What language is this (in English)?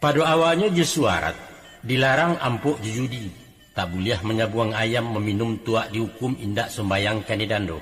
Minangkabau